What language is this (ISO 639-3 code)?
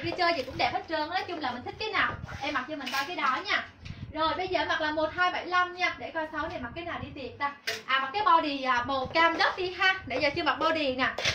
vie